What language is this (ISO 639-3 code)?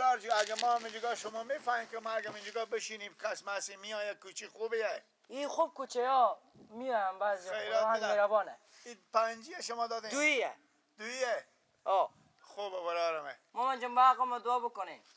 fas